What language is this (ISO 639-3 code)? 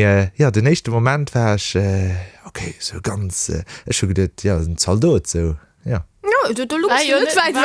ltz